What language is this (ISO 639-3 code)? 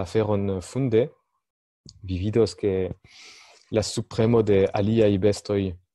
epo